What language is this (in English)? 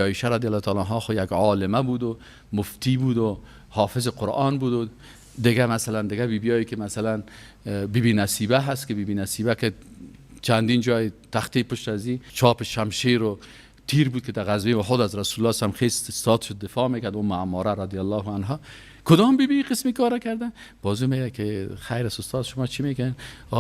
Persian